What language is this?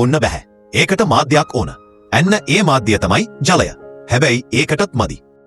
Sinhala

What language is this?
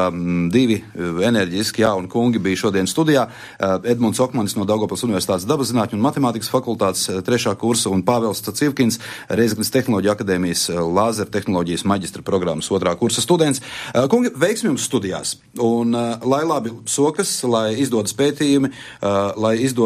Latvian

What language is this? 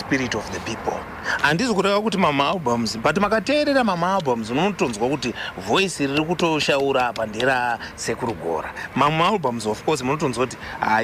Shona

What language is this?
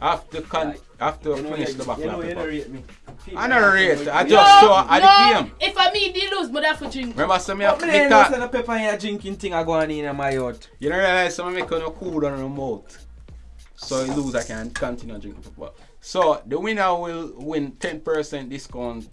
Jamaican Creole English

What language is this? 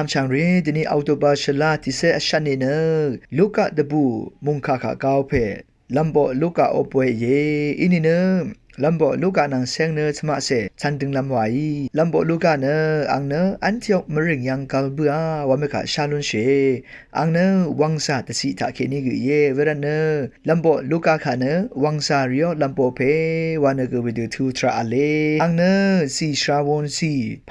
Rawang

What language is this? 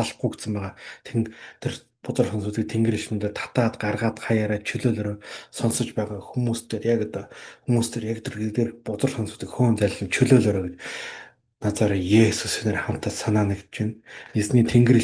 Mongolian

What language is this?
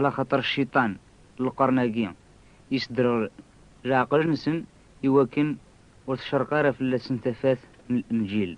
Kabyle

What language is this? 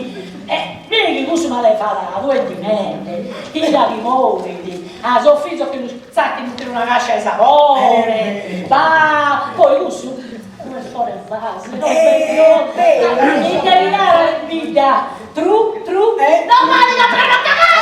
Sardinian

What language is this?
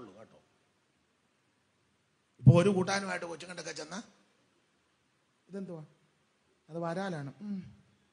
Malayalam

